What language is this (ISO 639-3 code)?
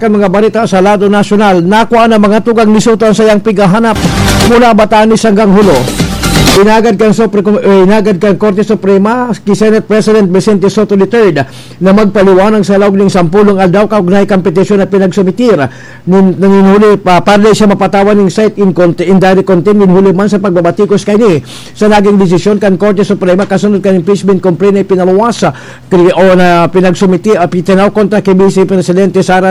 bik